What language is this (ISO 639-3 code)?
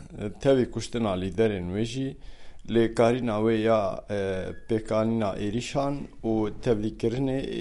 kur